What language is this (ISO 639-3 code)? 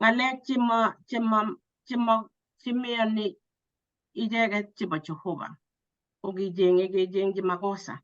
kln